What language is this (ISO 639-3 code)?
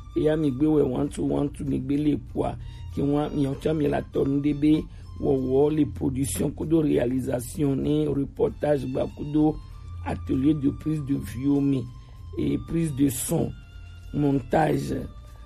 gej